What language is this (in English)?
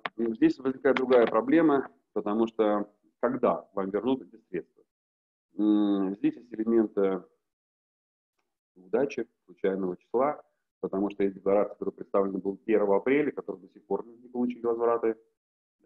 Russian